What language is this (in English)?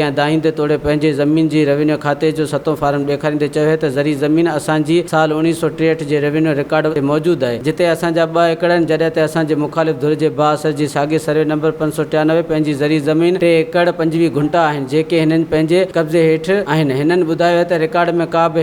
Sindhi